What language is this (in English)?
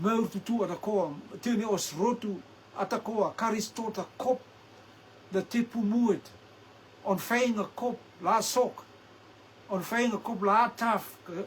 Rotuman